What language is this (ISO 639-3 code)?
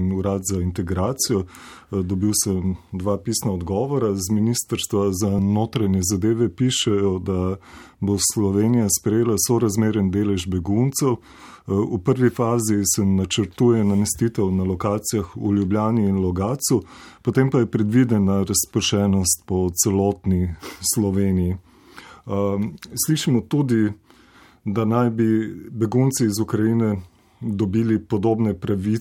slv